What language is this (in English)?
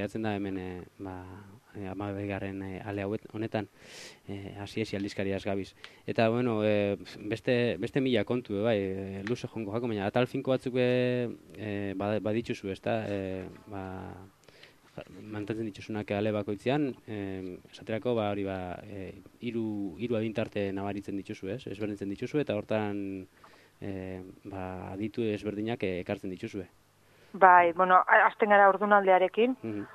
Basque